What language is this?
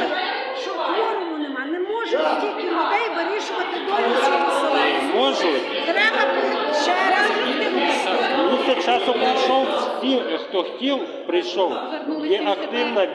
Ukrainian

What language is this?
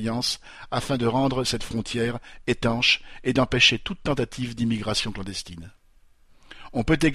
French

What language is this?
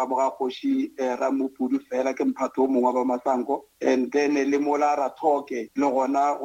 Northern Sotho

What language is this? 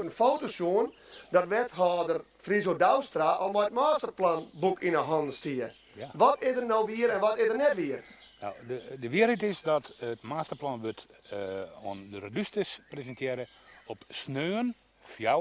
Western Frisian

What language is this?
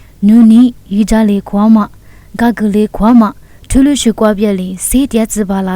Lisu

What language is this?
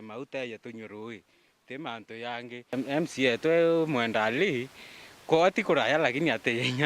Meru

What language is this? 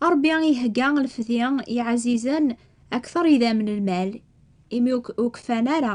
Kabyle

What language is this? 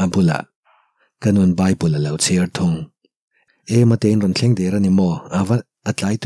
Mizo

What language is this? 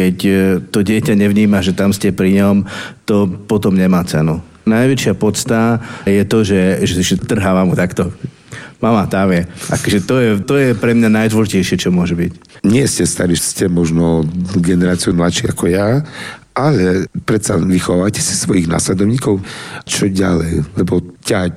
Slovak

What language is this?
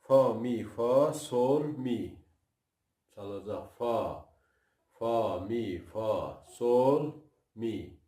South Azerbaijani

